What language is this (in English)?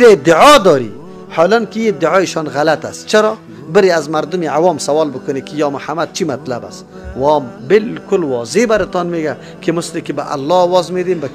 Persian